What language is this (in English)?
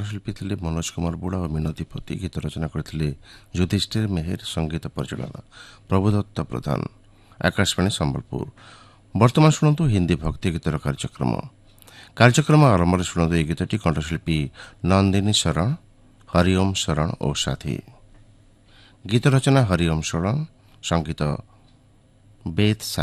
Odia